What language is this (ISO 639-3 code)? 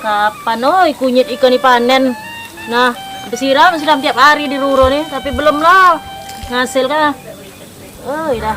mui